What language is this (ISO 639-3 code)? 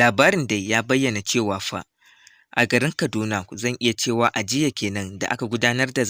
hau